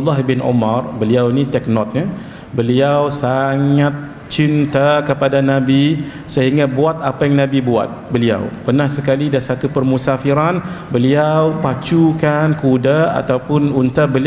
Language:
Malay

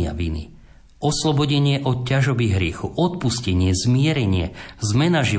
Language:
Slovak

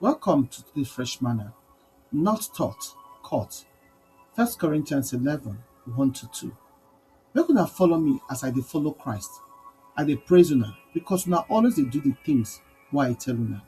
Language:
Nigerian Pidgin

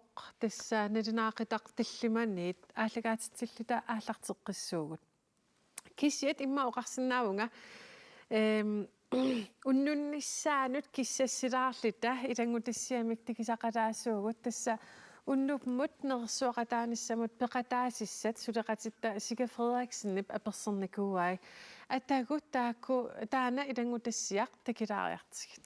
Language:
Kalaallisut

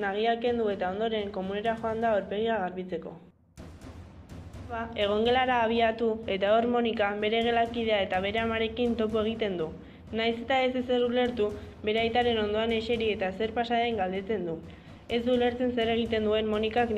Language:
Basque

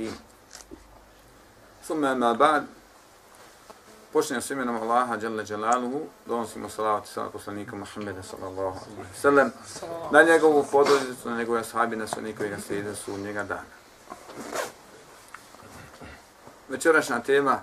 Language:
Bosnian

